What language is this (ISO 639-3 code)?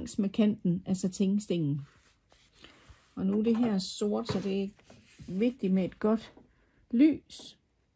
dan